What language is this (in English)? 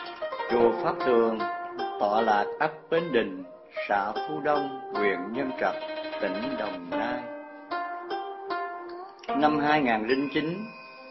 Vietnamese